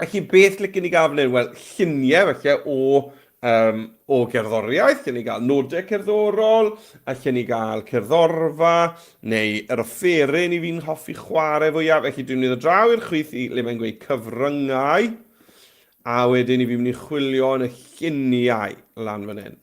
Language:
Welsh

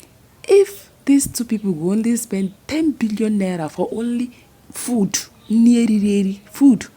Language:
Nigerian Pidgin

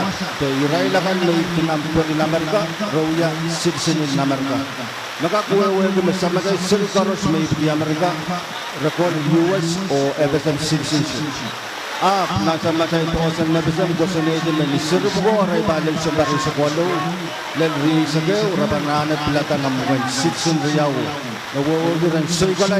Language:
Pohnpeian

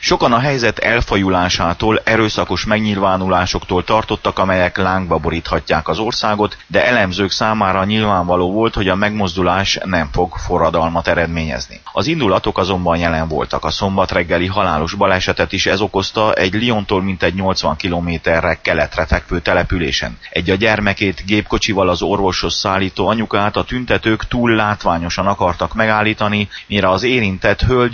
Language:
Hungarian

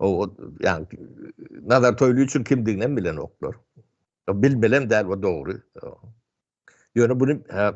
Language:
Turkmen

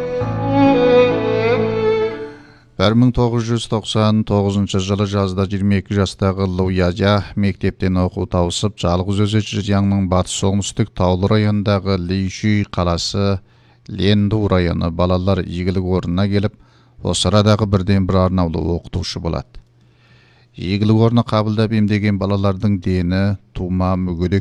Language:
Kazakh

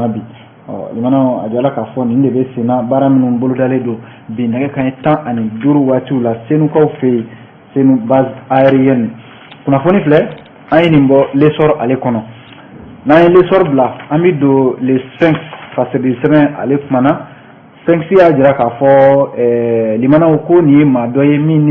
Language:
Bambara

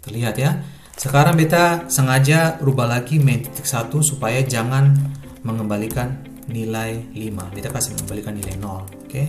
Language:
Ambonese Malay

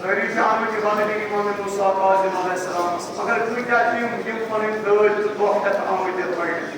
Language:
Kashmiri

